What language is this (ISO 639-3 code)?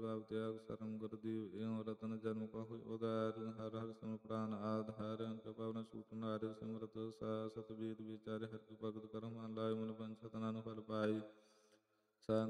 pan